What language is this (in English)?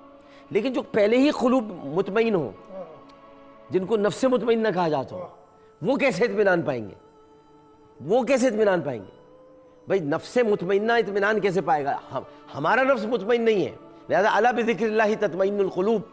Urdu